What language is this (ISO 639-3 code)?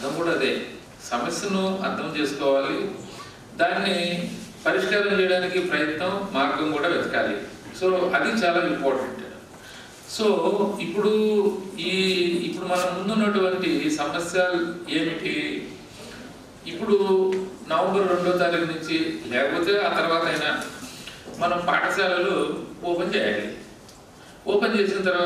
tel